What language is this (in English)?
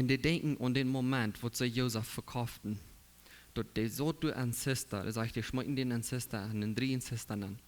Plautdietsch